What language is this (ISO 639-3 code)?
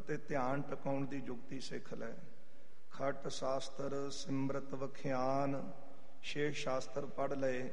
pan